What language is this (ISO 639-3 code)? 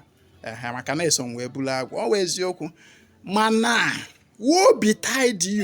ibo